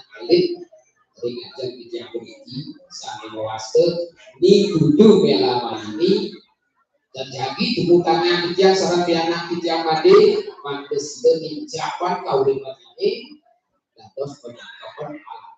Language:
Balinese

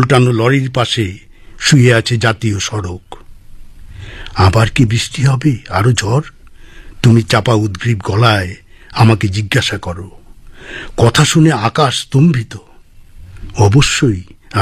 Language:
Bangla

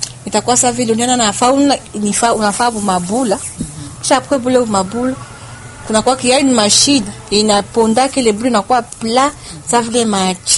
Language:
Swahili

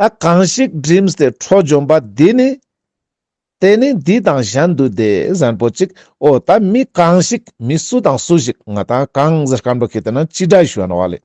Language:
Ladakhi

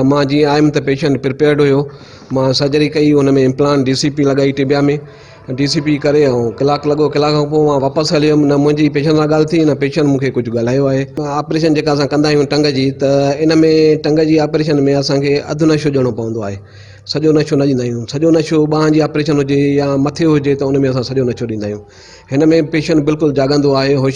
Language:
Sindhi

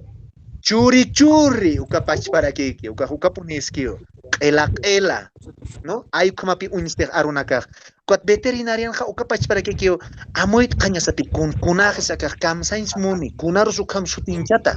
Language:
Aymara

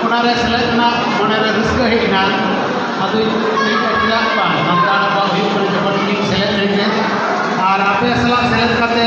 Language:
Santali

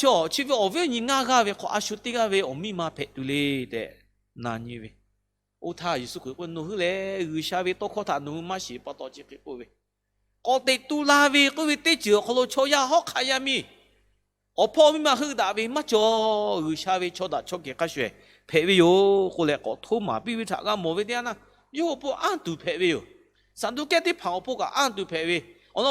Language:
Lahu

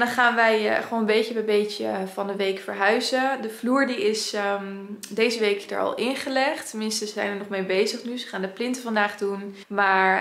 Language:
Dutch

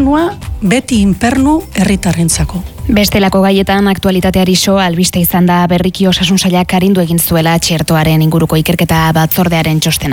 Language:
Basque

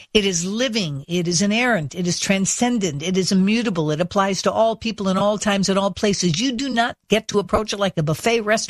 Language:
English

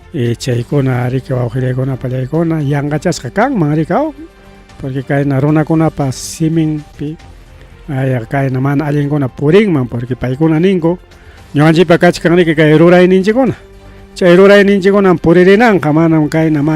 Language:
Ayacucho Quechua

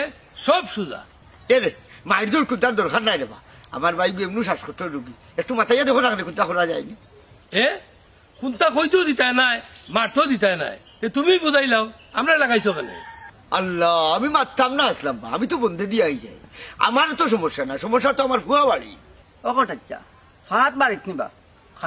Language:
Sylheti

